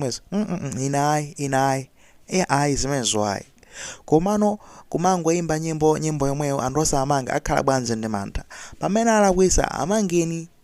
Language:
Nyanja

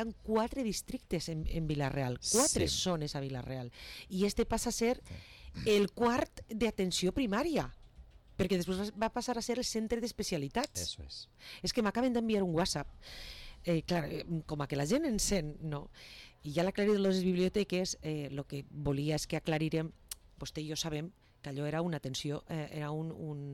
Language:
Catalan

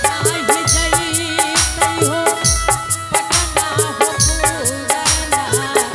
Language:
Angika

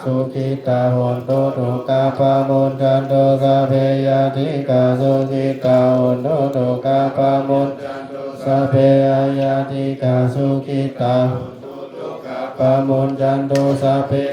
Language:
Pali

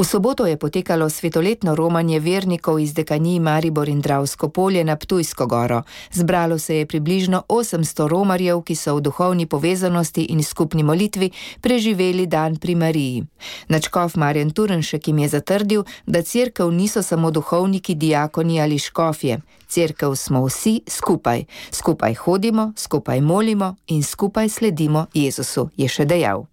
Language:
Slovenian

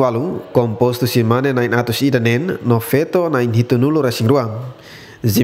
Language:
Tetum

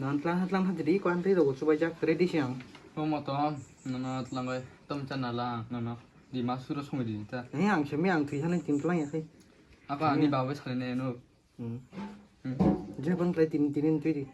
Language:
Kok Borok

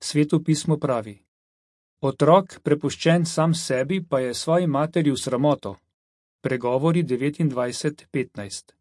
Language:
Slovenian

